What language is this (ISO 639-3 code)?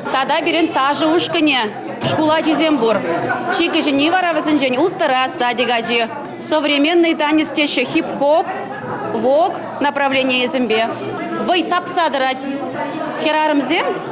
chv